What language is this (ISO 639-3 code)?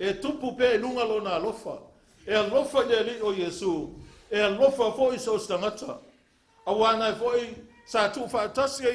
smo